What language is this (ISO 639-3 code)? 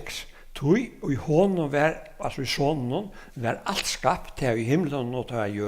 fao